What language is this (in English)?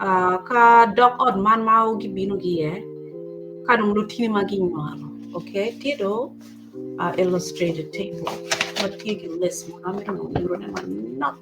Acoli